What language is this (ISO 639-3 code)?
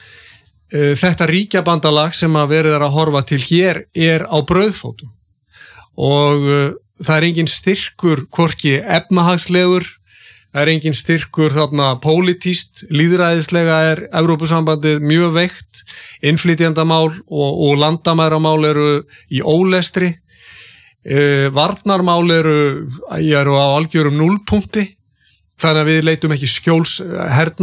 isl